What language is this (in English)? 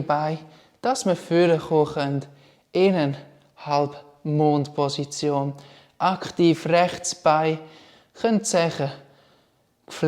Swiss German